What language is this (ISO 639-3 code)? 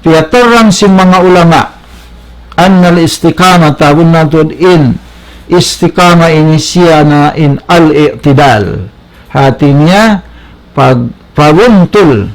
tsg